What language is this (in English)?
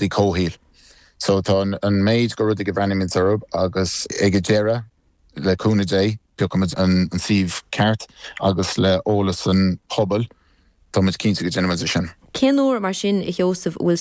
Irish